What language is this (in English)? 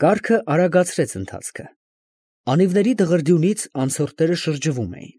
Armenian